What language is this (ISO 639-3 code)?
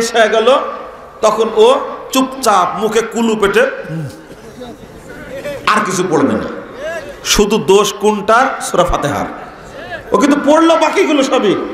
ben